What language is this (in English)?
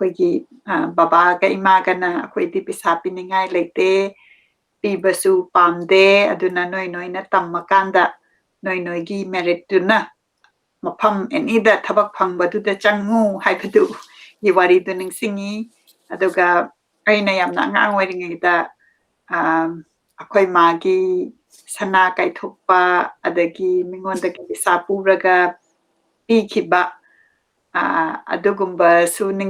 Manipuri